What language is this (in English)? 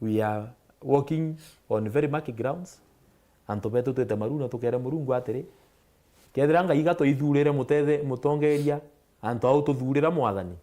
Meru